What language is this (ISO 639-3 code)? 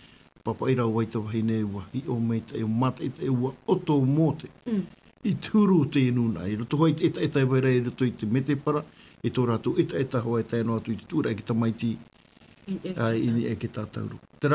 tah